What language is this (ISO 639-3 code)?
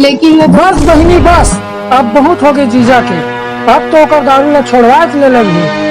hne